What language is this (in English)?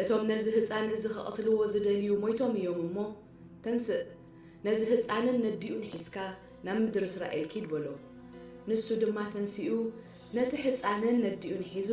Tigrinya